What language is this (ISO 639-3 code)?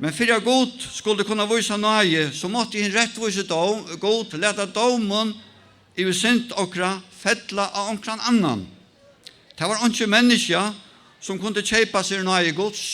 fao